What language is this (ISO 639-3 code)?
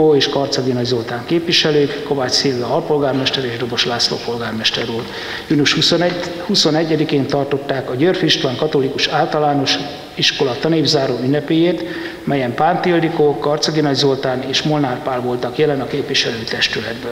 hun